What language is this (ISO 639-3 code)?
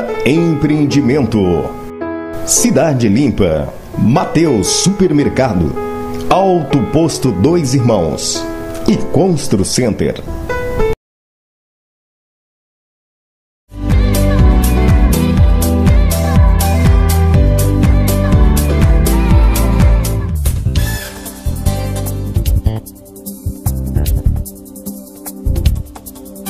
por